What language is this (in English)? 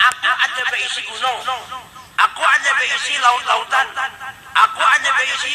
Banjar